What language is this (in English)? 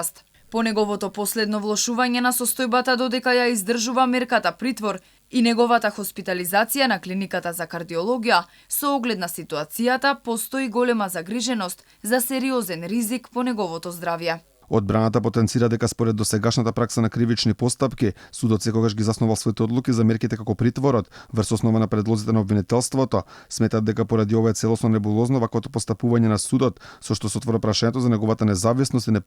Macedonian